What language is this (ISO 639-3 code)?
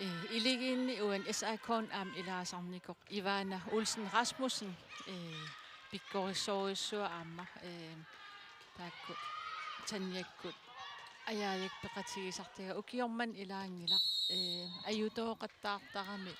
kal